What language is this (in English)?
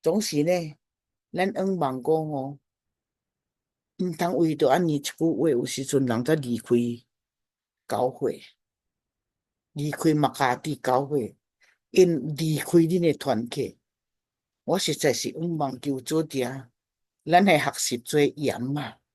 Min Nan Chinese